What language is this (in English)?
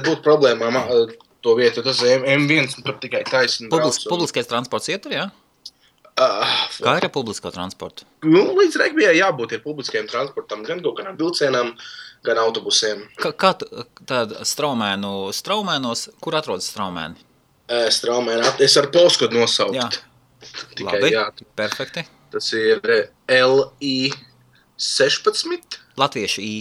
Latvian